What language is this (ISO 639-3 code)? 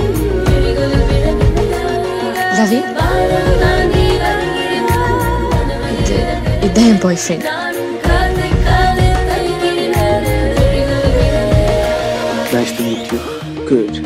tam